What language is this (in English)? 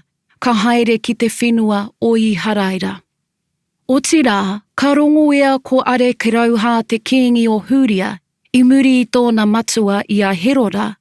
Māori